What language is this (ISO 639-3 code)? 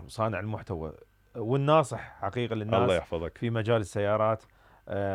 acm